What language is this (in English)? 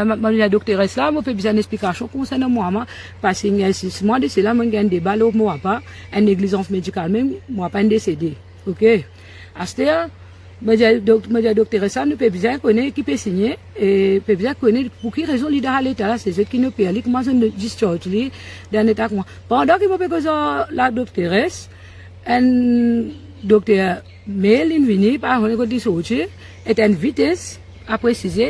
Morisyen